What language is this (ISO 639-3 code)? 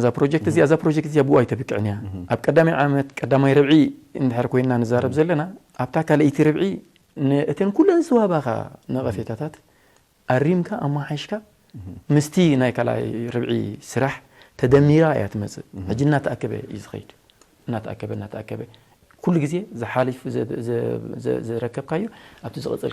tir